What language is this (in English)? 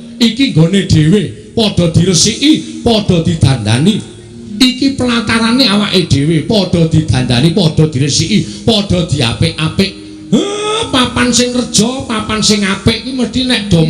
Javanese